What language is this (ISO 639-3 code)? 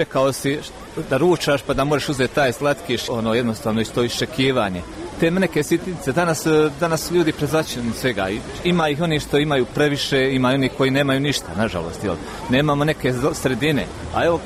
bos